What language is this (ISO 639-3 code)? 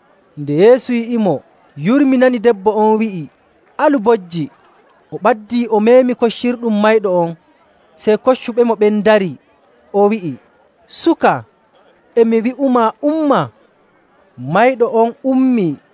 fuv